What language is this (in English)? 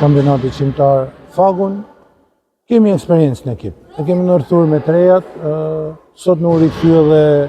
Albanian